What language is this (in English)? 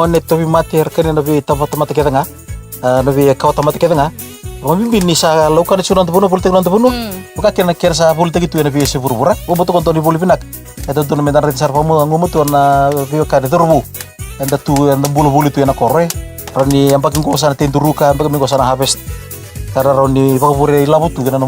Fijian